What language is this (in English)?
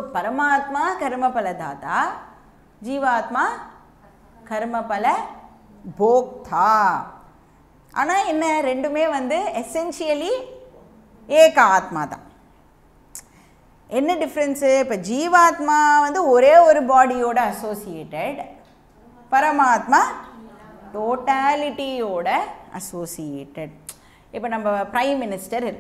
Tamil